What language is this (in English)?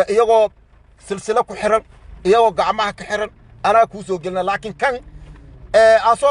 Somali